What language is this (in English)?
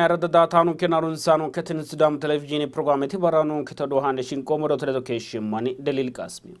Sidamo